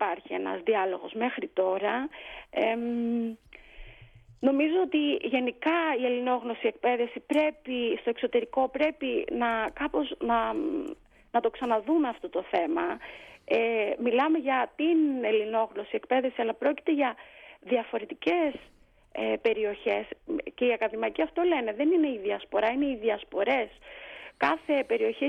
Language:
Greek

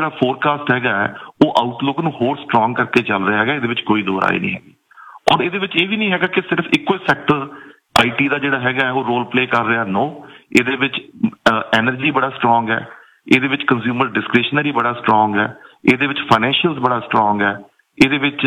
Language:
Punjabi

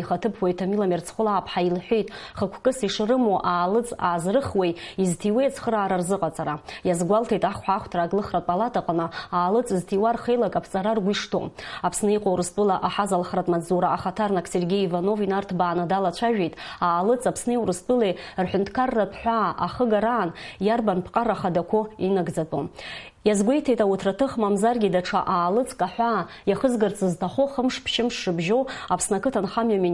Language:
Abkhazian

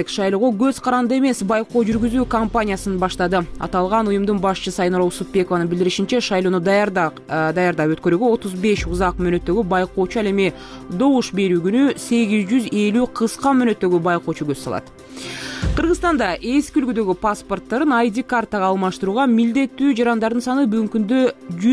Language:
Kyrgyz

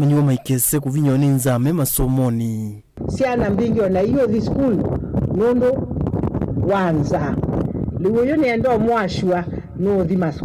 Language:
Kamba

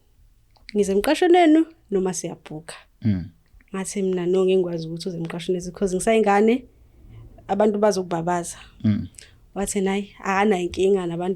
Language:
Zulu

